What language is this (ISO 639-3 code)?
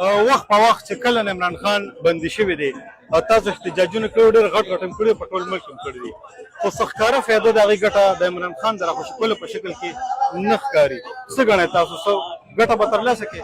pus